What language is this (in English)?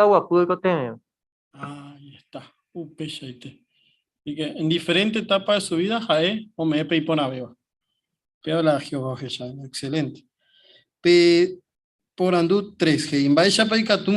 Guarani